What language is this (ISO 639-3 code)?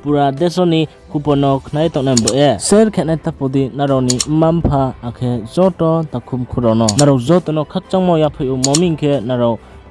ria